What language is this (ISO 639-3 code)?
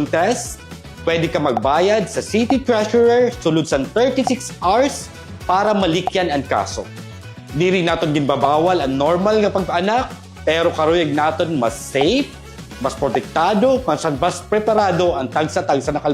war